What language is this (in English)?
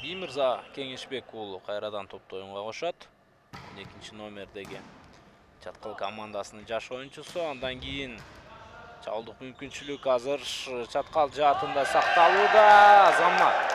Kyrgyz